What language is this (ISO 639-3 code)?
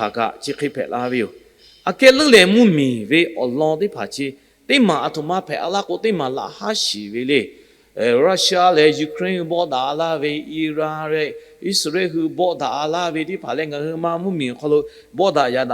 lhu